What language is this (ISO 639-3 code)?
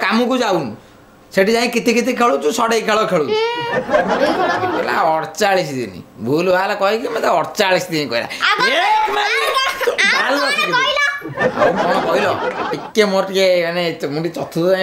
ori